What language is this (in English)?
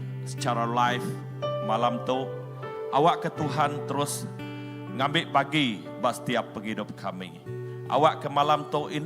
Iban